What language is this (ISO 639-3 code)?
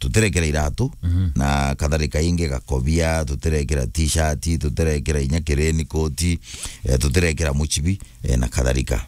mer